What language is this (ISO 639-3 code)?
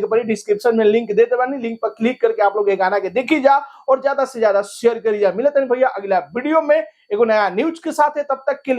bho